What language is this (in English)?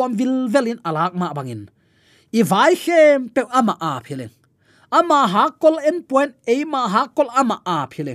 Tedim Chin